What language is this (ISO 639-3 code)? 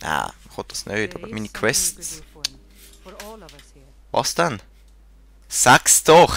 gsw